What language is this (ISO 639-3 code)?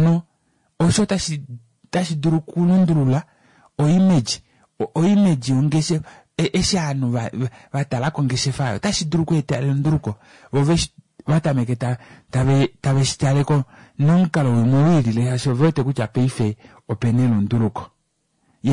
kua